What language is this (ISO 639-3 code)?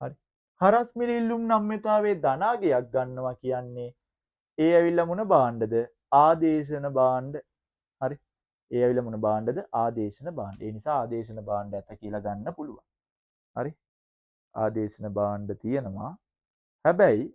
sin